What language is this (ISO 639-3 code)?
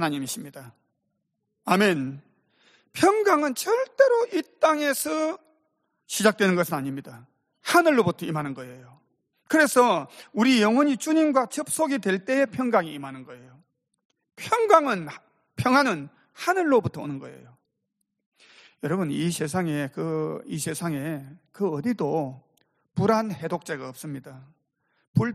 kor